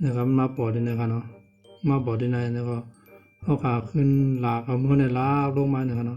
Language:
Shan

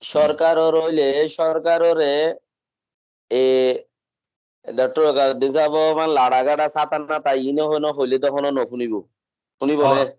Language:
Rohingya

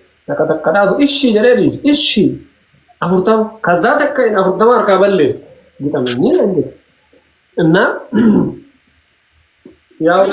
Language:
Oromo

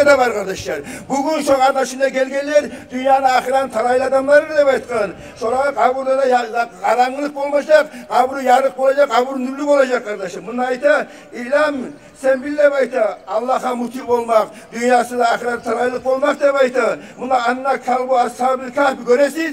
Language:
Kumyk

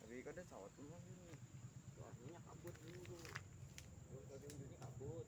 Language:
Minangkabau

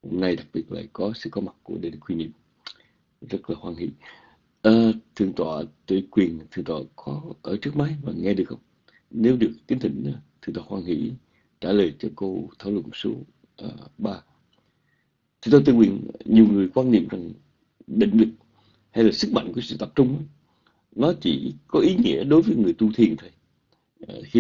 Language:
Vietnamese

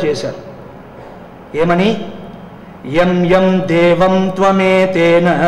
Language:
Telugu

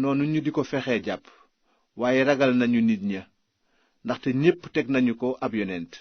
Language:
Wolof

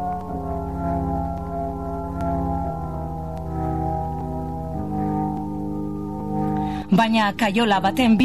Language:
Basque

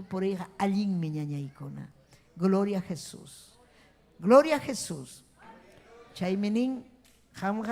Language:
Ayacucho Quechua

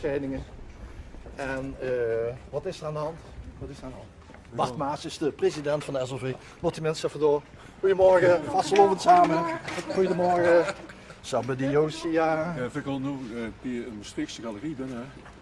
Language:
Limburgish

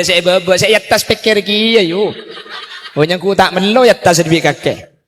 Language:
Madurese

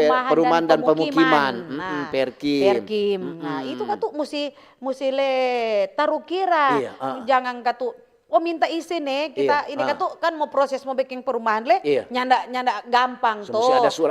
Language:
Manado Malay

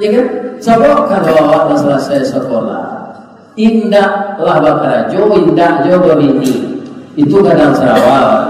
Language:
Minangkabau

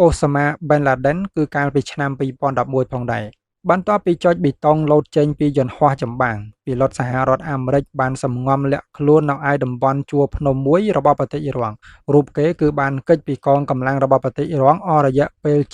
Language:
Khmer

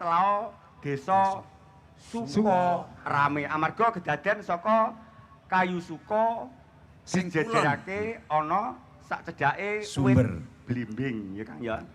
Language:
Javanese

